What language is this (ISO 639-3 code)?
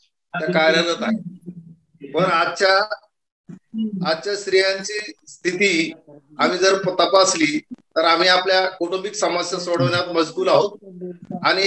mar